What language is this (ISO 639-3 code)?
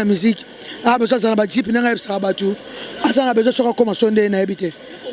lin